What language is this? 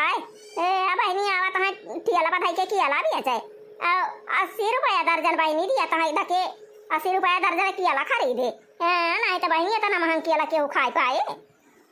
Awadhi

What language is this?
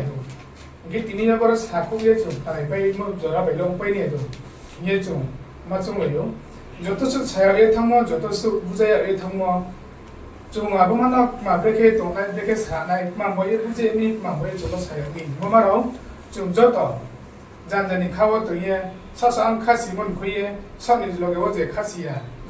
Riang (India)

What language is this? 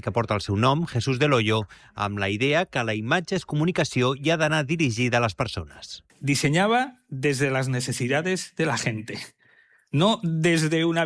Catalan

